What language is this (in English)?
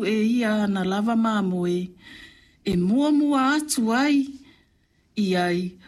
Samoan